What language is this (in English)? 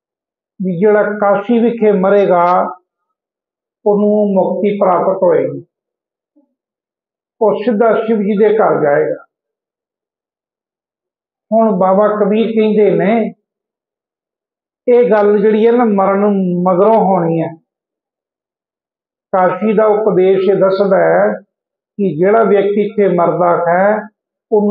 Punjabi